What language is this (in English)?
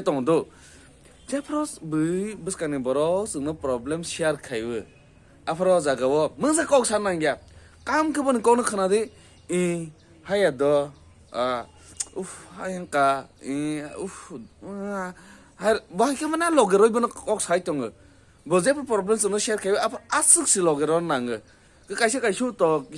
Kok Borok